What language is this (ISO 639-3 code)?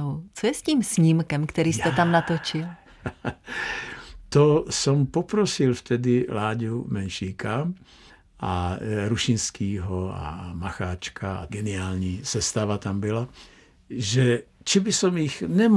slk